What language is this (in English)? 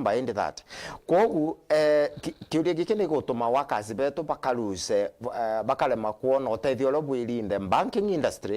Meru